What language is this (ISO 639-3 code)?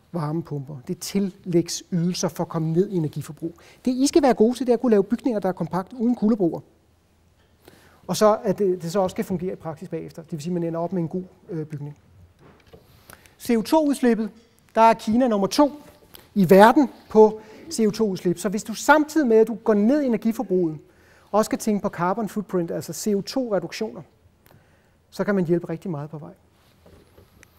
dan